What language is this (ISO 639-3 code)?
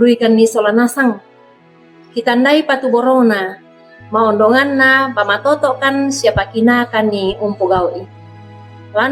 sda